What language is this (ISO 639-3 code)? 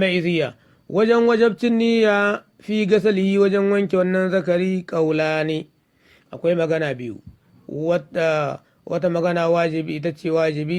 hau